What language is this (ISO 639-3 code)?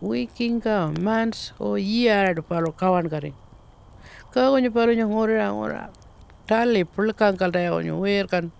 pjt